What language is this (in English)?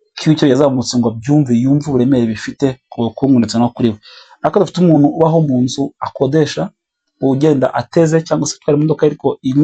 Kinyarwanda